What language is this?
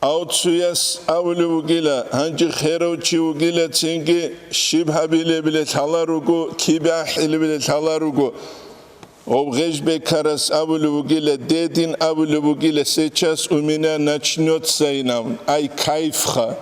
Avaric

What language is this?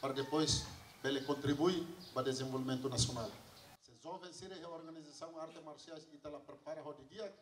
Tetum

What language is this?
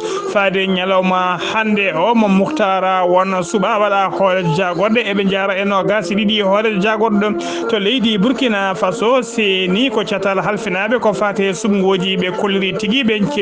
Fula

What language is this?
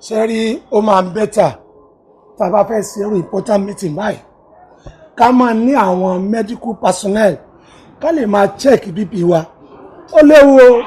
Yoruba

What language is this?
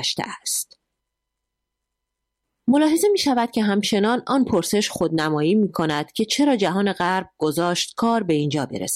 Persian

